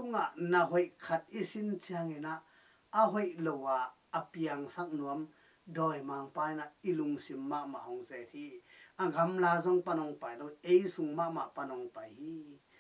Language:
Tedim Chin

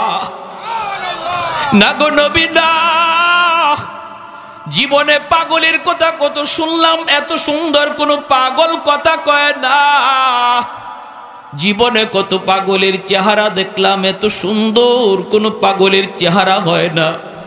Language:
Bangla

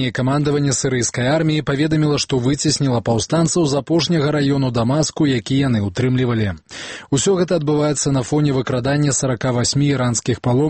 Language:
Belarusian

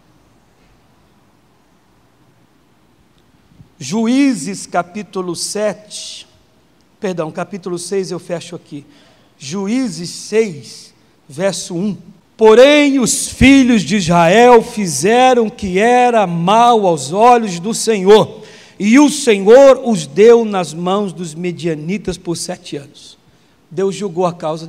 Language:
Portuguese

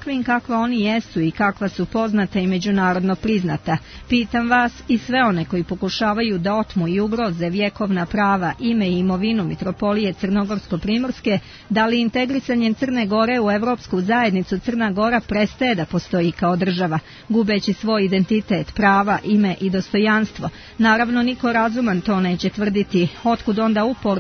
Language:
Serbian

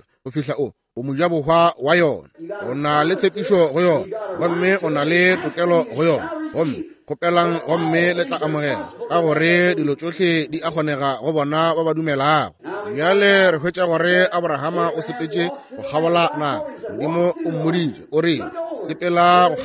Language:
Northern Sotho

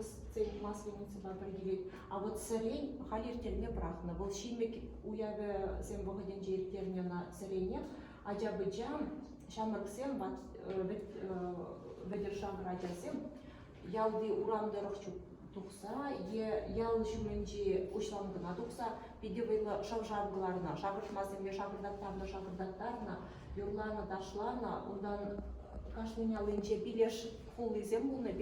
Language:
Chuvash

